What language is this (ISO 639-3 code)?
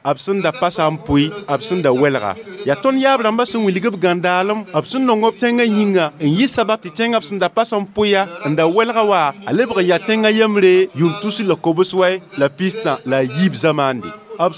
mos